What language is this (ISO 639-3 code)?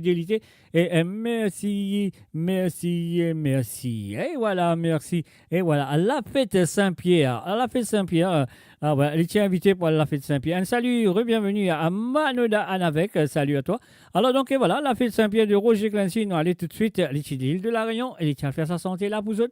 mfe